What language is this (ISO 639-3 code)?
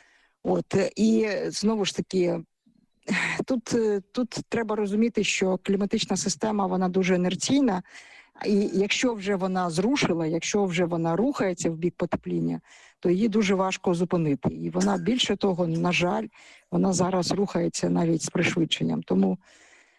ukr